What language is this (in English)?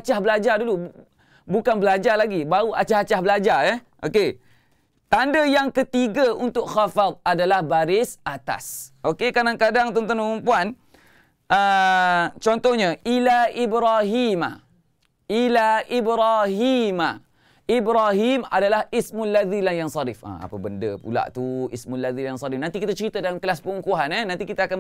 Malay